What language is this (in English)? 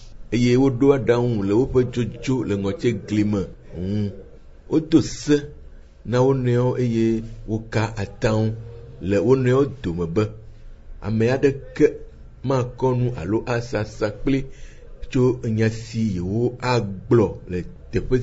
Ewe